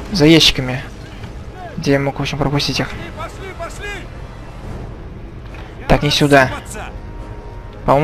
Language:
Russian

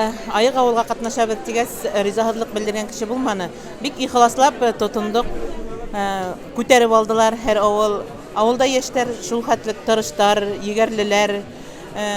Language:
Bashkir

